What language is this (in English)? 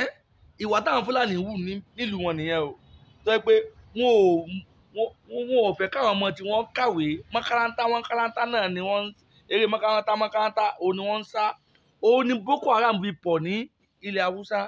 Yoruba